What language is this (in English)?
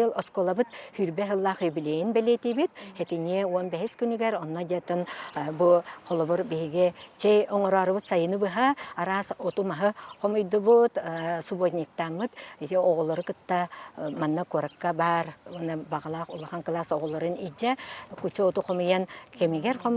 Yakut